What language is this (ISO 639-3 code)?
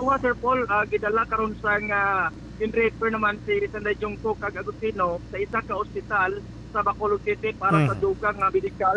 hil